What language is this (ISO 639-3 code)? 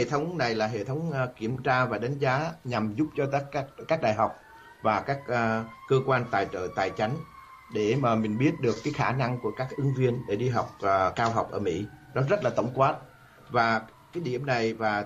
vie